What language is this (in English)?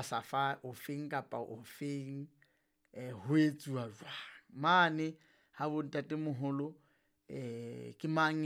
Southern Sotho